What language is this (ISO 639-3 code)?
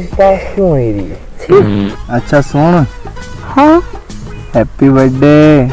raj